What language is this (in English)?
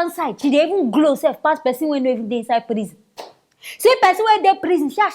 Nigerian Pidgin